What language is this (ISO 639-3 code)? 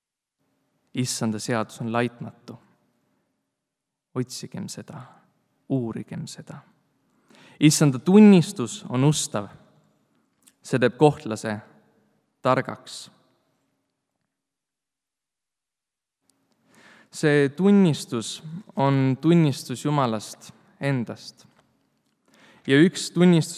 est